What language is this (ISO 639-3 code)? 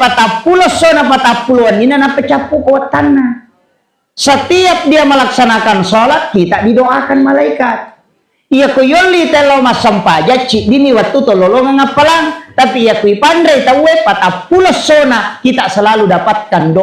bug